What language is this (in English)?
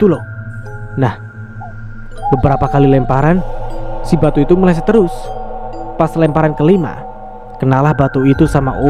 Indonesian